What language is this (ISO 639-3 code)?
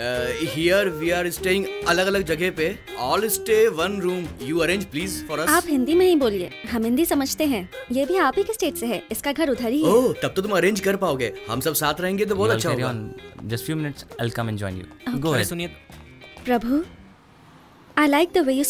hin